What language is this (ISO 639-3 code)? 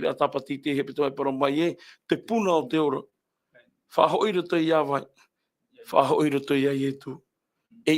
tah